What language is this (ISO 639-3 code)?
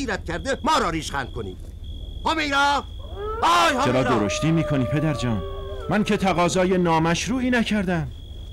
fas